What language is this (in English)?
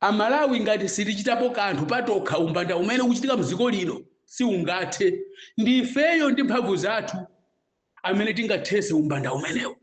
Nyanja